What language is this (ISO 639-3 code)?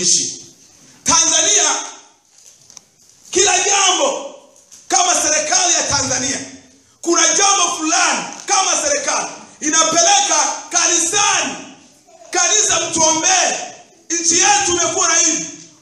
swa